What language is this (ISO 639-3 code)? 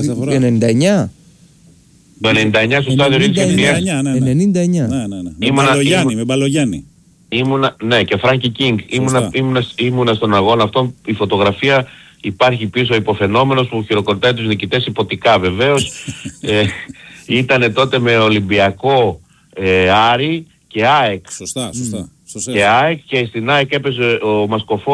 ell